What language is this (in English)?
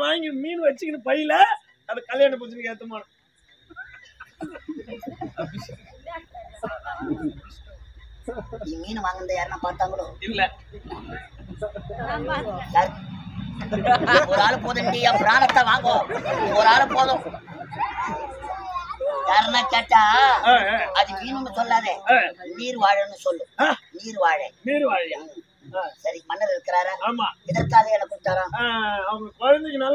Tamil